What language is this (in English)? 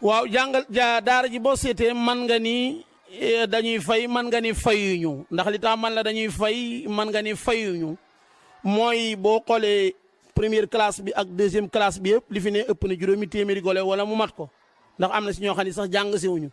Wolof